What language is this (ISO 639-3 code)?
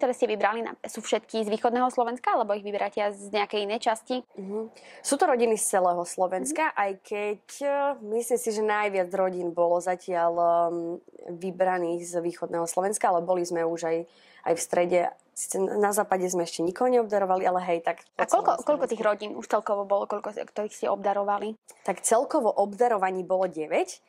slk